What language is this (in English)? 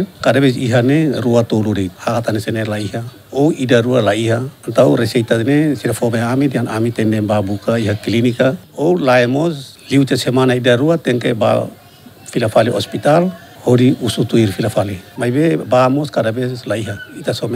Tetum